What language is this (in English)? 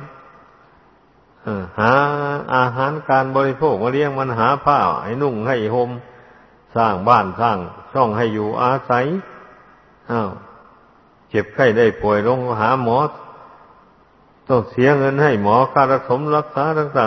Thai